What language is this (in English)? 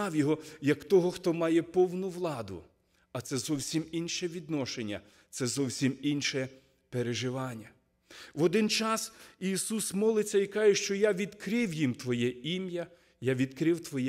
Ukrainian